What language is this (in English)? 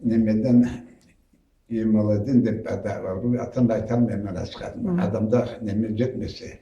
Karachay-Balkar